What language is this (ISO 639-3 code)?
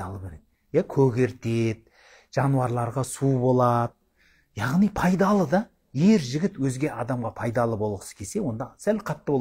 kaz